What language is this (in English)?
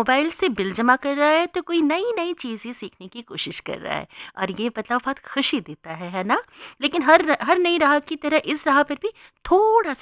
Hindi